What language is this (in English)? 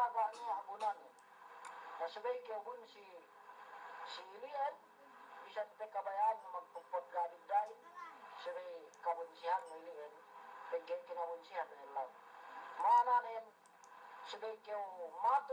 Yakan